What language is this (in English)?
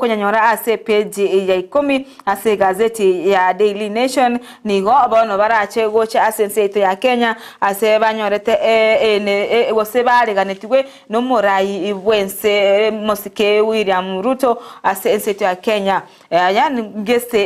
Gusii